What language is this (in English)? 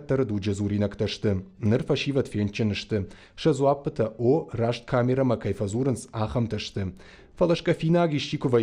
Ossetic